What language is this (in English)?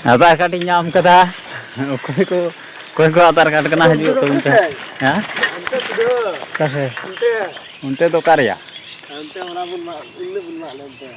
Santali